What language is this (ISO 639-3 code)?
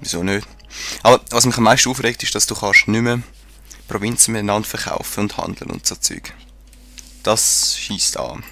gsw